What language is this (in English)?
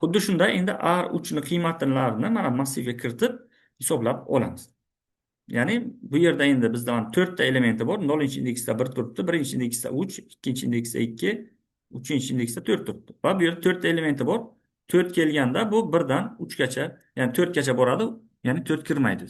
Uzbek